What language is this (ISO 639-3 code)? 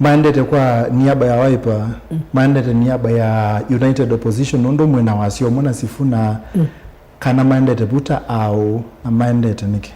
kam